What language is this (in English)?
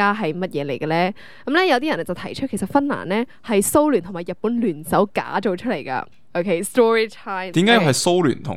Cantonese